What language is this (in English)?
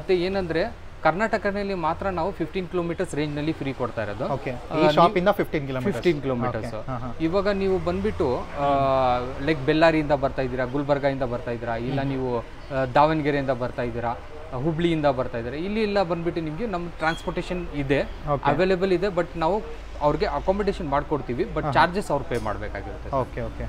Kannada